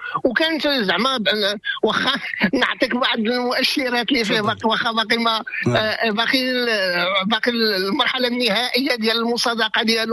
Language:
Moroccan Arabic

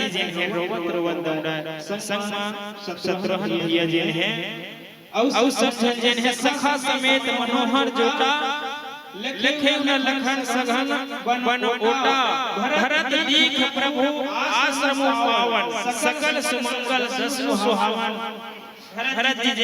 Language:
Chhattisgarhi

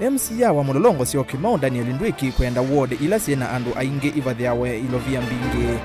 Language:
Kamba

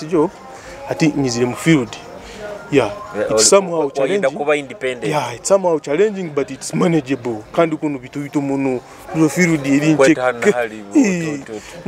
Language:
Nyoro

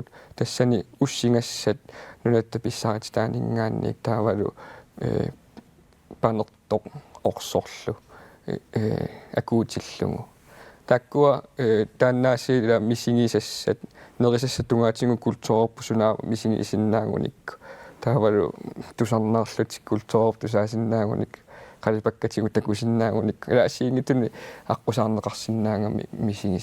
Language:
Kalaallisut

